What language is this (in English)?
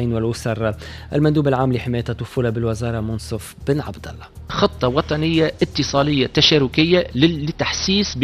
Tunisian Arabic